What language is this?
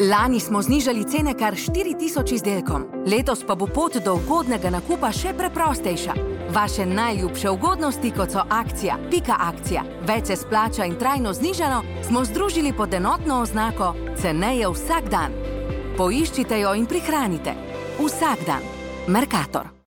Slovenian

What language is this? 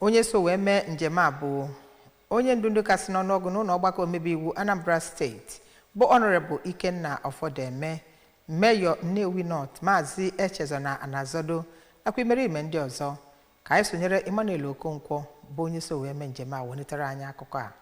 Igbo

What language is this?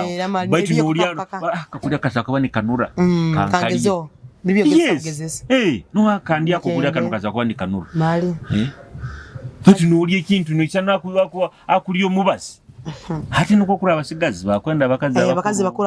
Nyoro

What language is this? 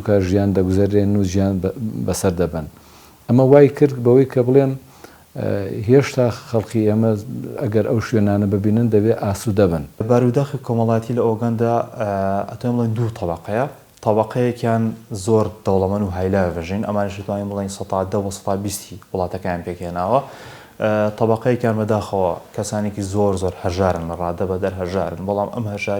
Central Kurdish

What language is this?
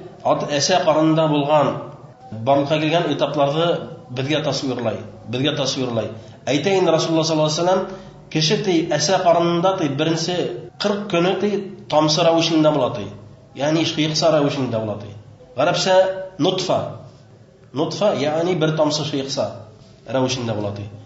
Bashkir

